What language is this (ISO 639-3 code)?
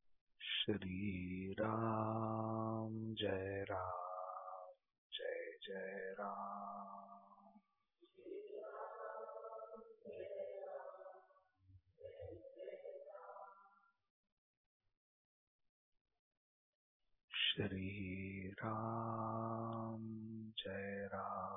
mar